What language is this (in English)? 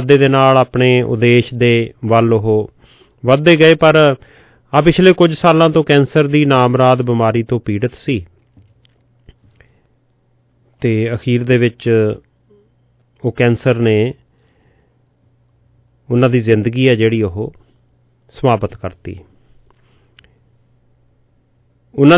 Punjabi